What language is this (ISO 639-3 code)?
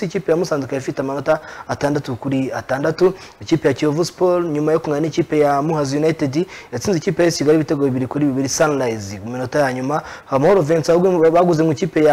kin